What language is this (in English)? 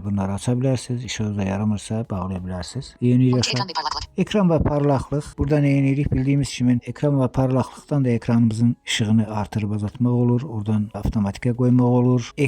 Azerbaijani